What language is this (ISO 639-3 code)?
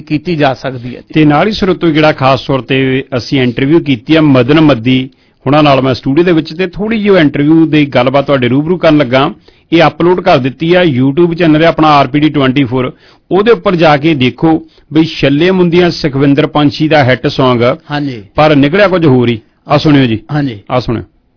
pan